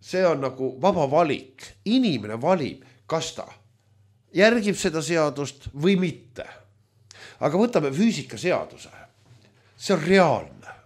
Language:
Estonian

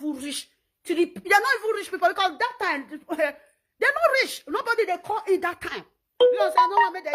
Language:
Nigerian Pidgin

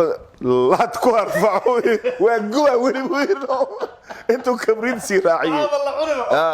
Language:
Somali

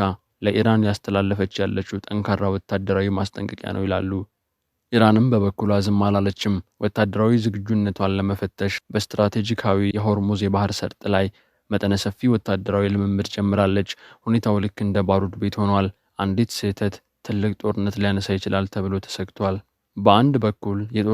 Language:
Amharic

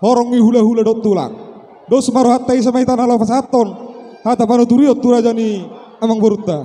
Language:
Batak Toba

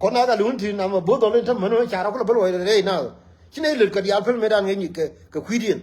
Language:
Nuer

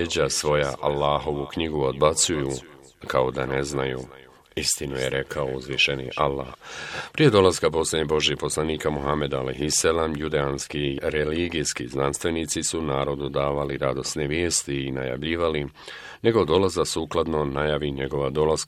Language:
Bosnian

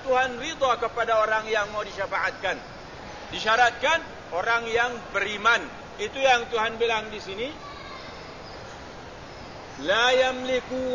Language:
Malay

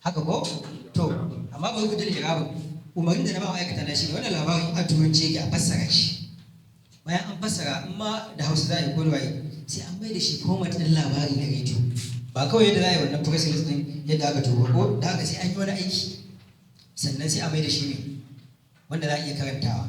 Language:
Hausa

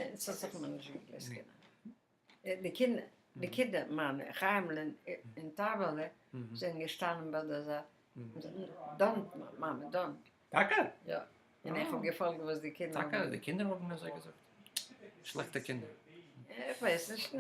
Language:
Yiddish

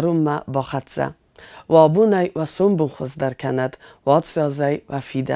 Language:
Ossetic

